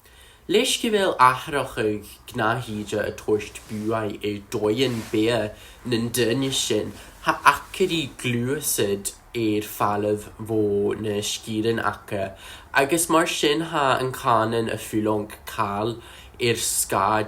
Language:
Scottish Gaelic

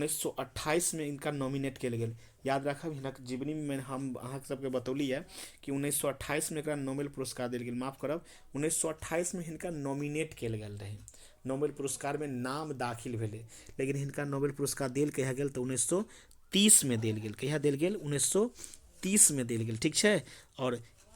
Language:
Maithili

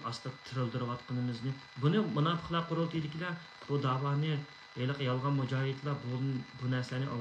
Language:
Uyghur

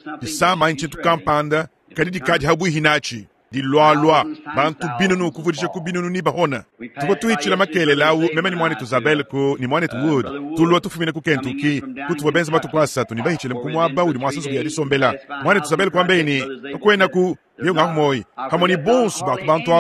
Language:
Luba-Lulua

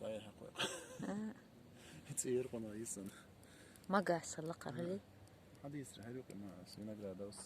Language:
Chechen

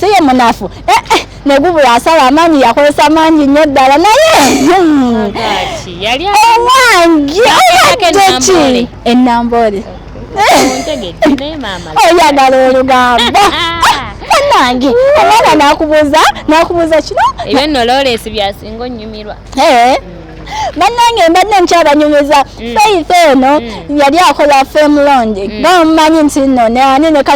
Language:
Ganda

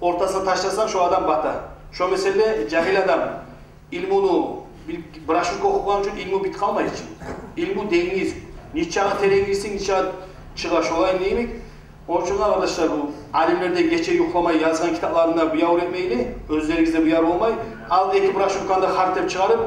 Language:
Kumyk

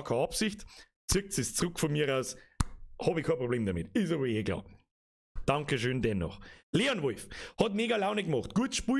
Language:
Bavarian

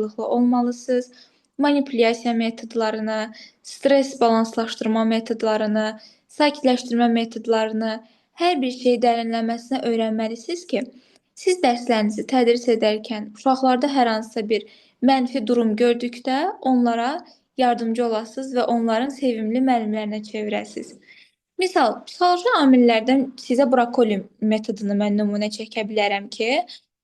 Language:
Azerbaijani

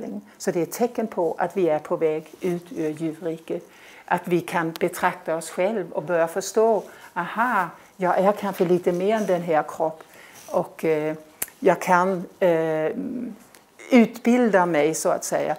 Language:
Swedish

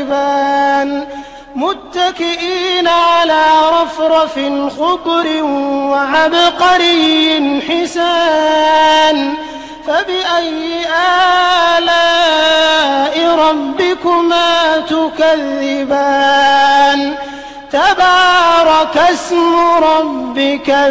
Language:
Arabic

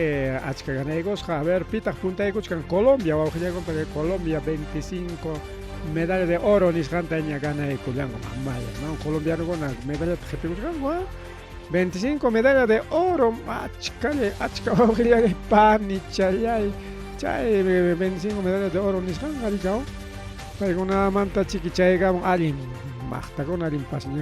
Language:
Ayacucho Quechua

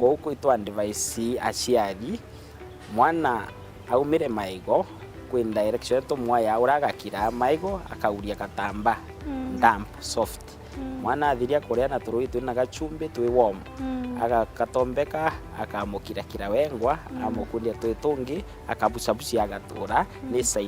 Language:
Meru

